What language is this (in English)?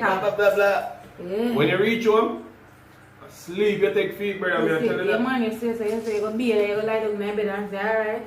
Jamaican Creole English